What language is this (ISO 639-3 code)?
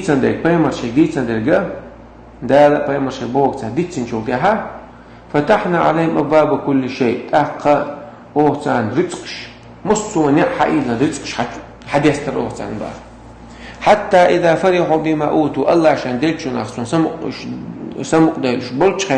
che